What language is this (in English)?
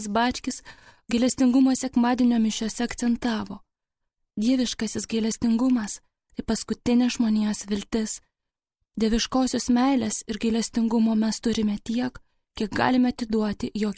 Lithuanian